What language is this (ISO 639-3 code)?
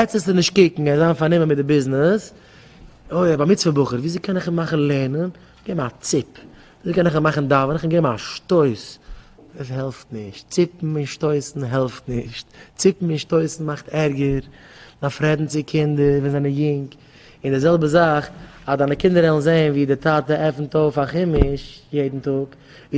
yid